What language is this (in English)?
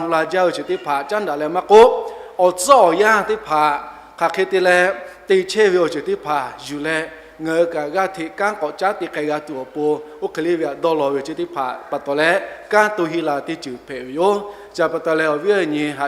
Lahu